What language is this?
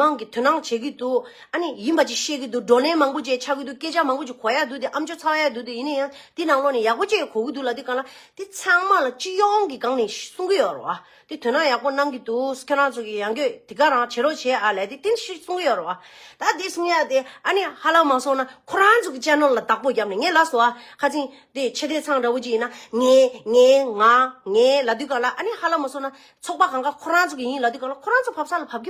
Tibetan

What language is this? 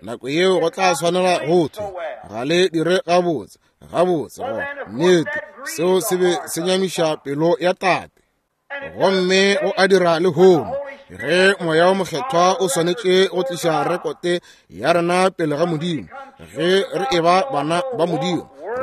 Northern Sotho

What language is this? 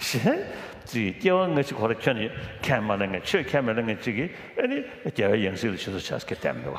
Dakpakha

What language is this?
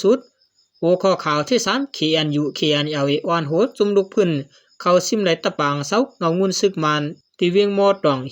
Shan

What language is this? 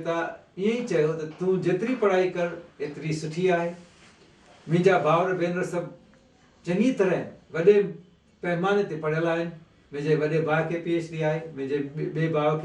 Sindhi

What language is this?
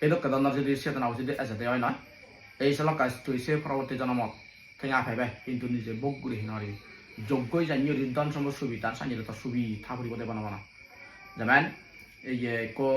Chakma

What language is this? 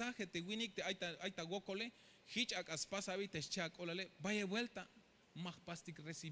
Tzeltal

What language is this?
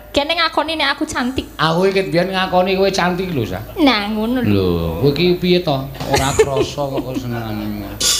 Javanese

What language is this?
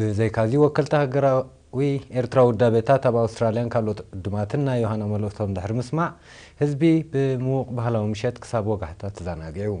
Tigrinya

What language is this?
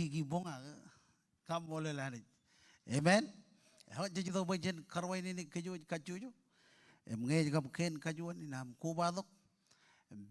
Marshallese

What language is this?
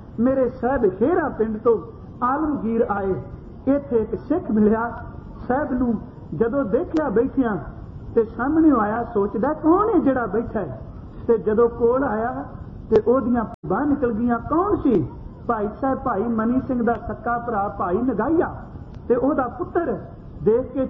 Punjabi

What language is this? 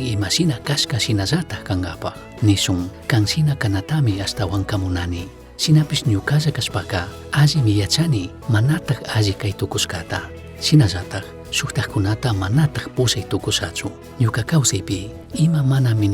Chimborazo Highland Quichua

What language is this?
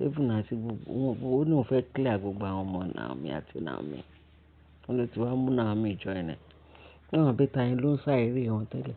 Yoruba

